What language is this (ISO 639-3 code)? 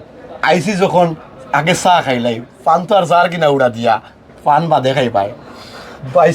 syl